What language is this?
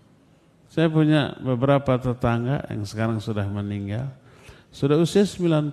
Indonesian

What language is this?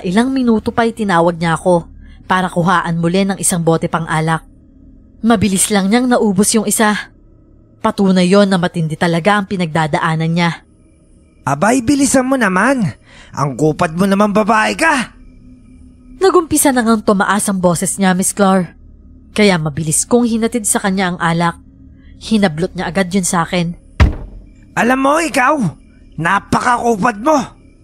Filipino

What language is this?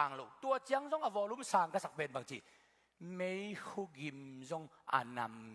Tedim Chin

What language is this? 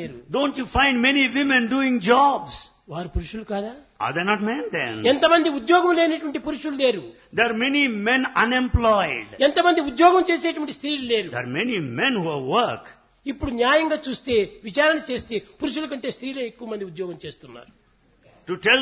Telugu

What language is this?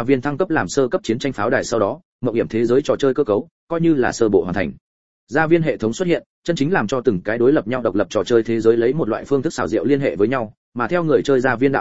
Vietnamese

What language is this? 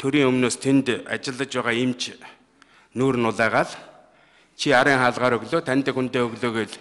Mongolian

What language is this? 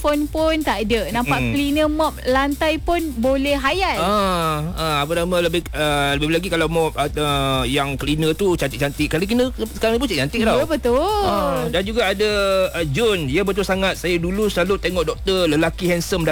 Malay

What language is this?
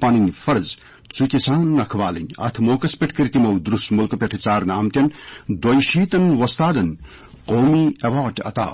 Kashmiri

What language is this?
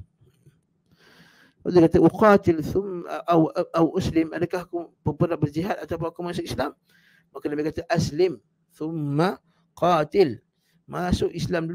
Malay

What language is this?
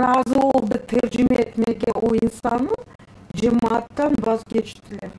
Crimean Tatar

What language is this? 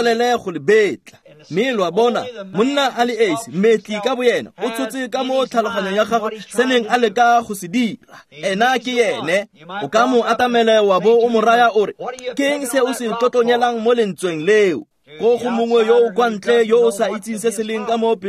Tswana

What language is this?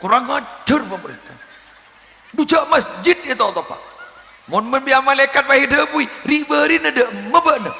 Madurese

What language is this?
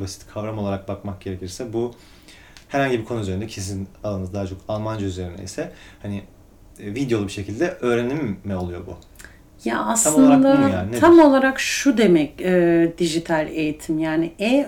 Turkish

